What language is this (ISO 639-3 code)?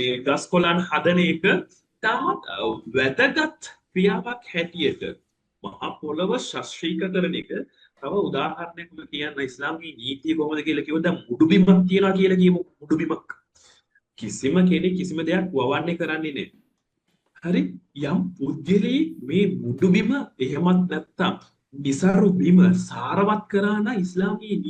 sin